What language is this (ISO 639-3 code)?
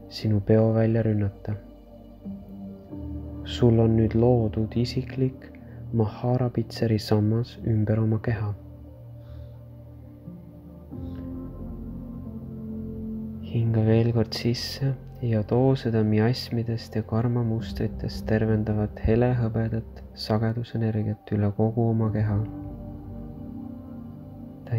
est